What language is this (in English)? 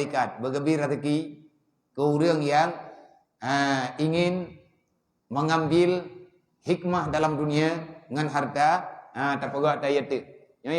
Achinese